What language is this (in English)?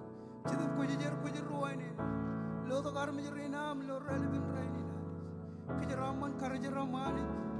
Marshallese